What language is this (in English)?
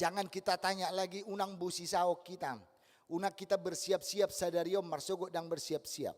Batak Toba